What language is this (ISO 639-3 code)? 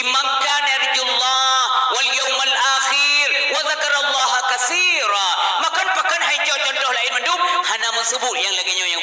ace